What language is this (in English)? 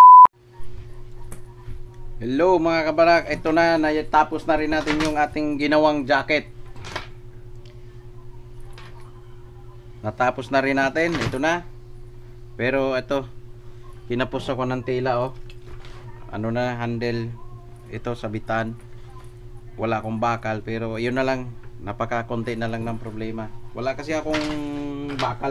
Filipino